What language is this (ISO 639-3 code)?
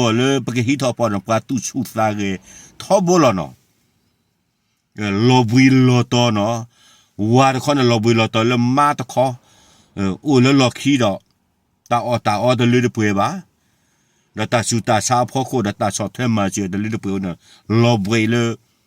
ksw